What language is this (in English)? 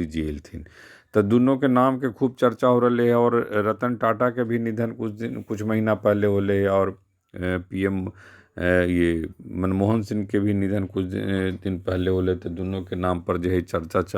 Magahi